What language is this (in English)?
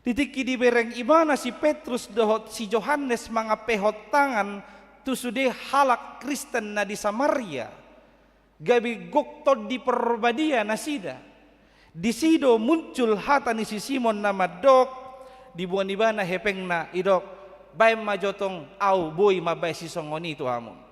Batak Toba